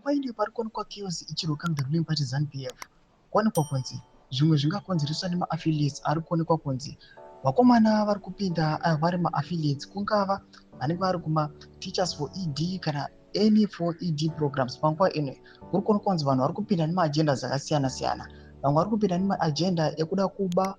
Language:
Shona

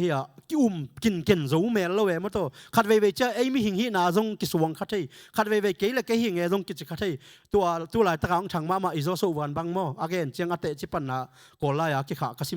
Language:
Tedim Chin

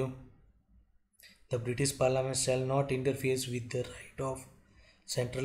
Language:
Gujarati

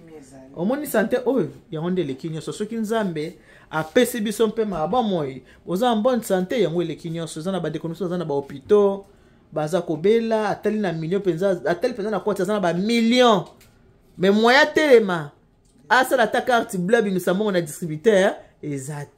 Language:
Lingala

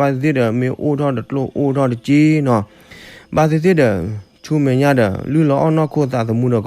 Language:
S'gaw Karen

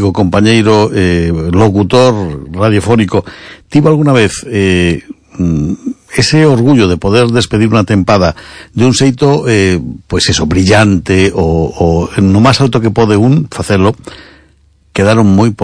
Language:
Galician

